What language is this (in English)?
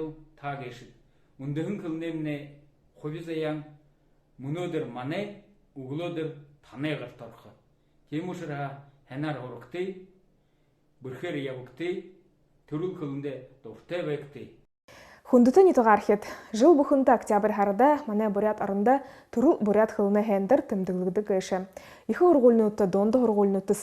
Buriat